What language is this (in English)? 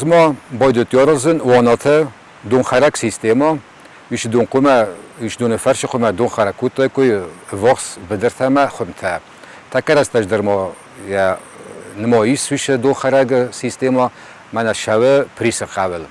Ossetic